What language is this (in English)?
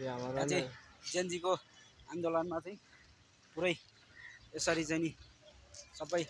Nepali